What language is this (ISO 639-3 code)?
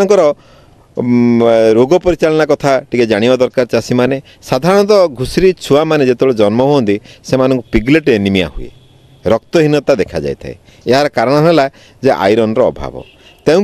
ori